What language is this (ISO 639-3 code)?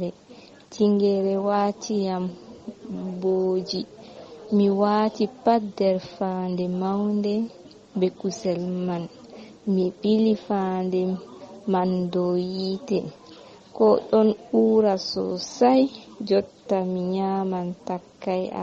ful